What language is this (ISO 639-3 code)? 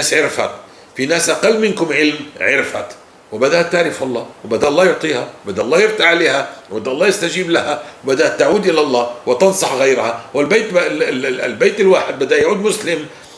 apc